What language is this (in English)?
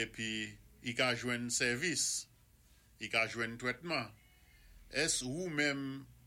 Saint Lucian Creole French